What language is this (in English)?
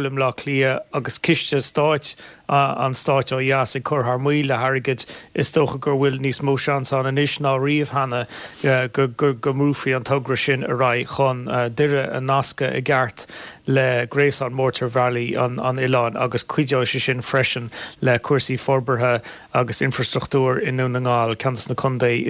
Irish